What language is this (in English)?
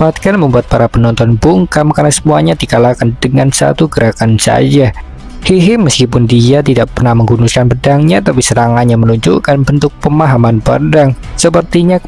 Indonesian